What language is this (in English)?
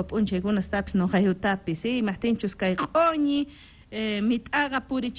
South Bolivian Quechua